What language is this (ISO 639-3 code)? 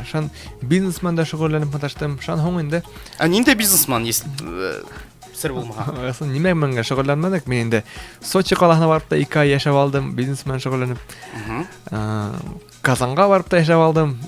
bak